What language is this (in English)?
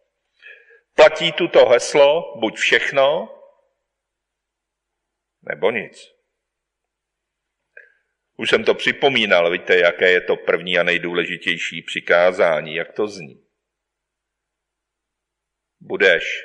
Czech